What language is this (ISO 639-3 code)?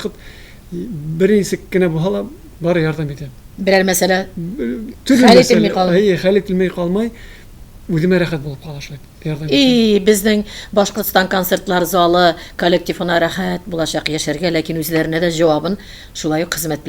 tat